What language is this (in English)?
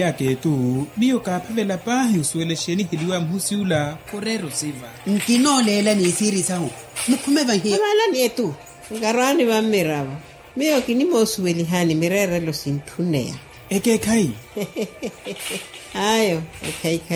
Swahili